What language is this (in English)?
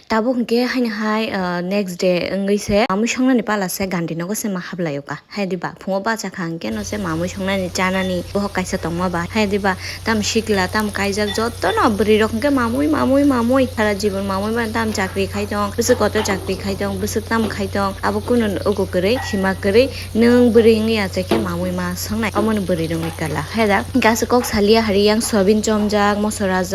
Kok Borok